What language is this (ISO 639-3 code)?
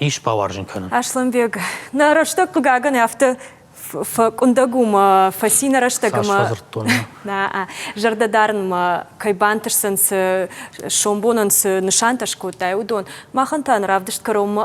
oss